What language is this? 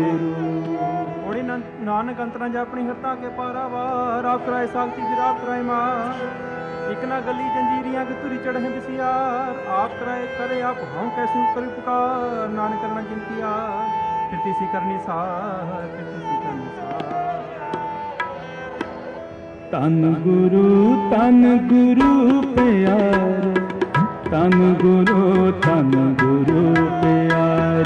Punjabi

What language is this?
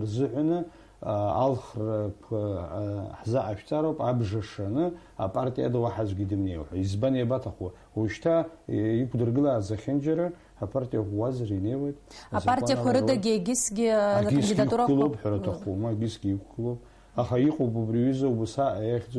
Abkhazian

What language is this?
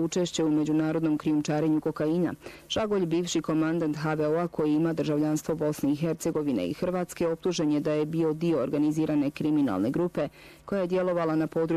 Bosnian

